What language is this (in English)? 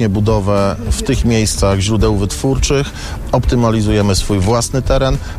Polish